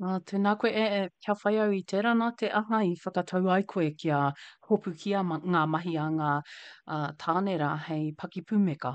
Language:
Māori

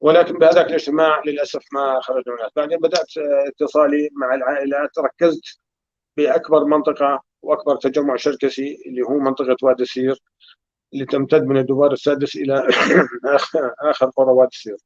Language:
North Levantine Arabic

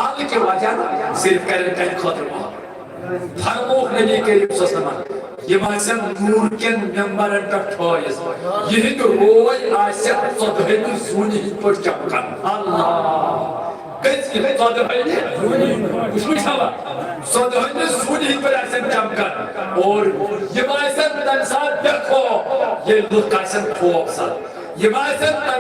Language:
Kashmiri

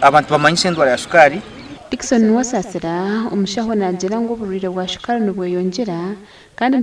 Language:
Nyankole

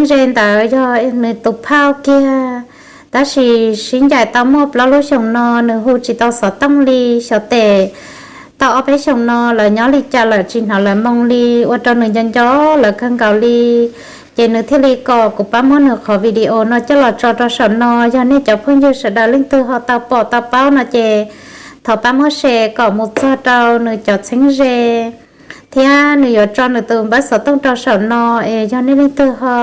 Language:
Hmong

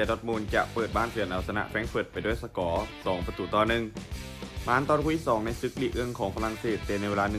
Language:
Lao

